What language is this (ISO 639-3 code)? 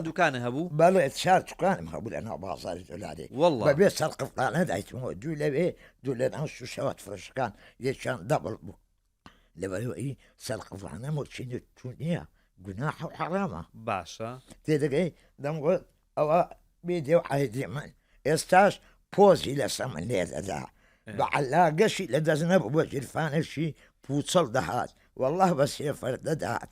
ckb